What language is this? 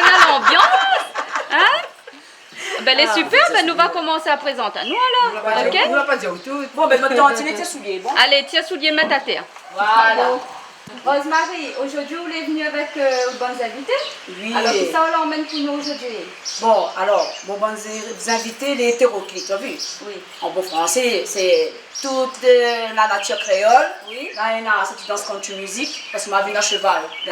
Réunion Creole French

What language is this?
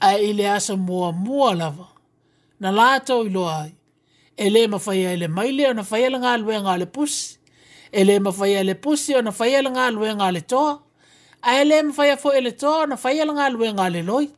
Samoan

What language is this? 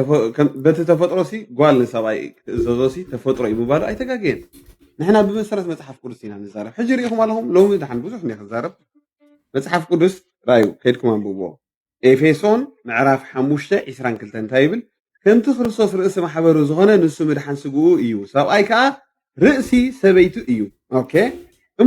Tigrinya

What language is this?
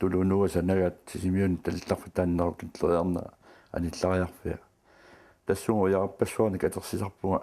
Kalaallisut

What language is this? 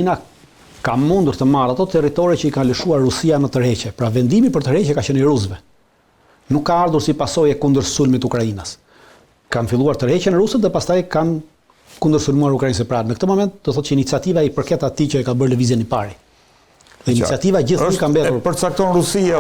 Albanian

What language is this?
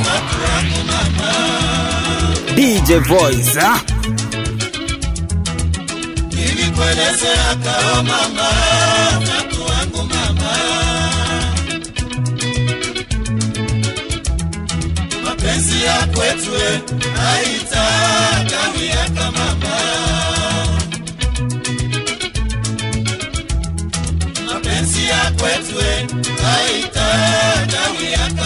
Swahili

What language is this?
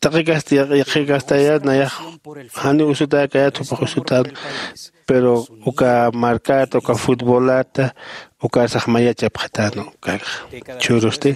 Aymara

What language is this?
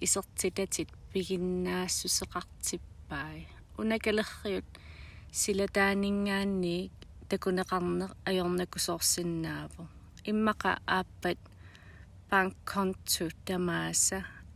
Kalaallisut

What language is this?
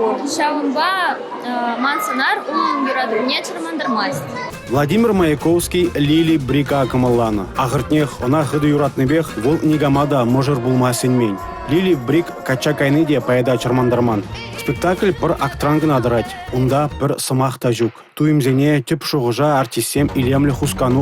Chuvash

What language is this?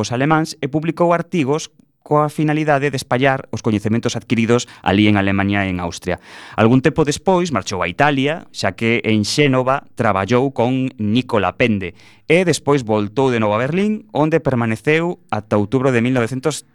Galician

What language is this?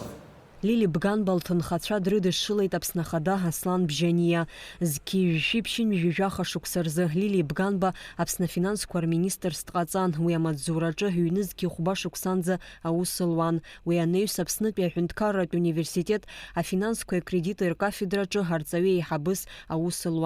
Abkhazian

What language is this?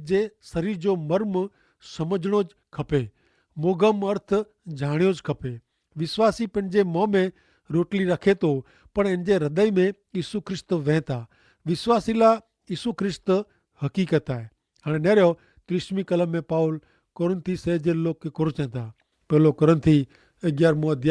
Kachhi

